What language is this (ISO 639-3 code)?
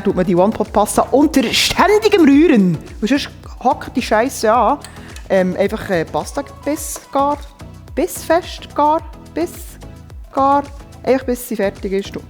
gsw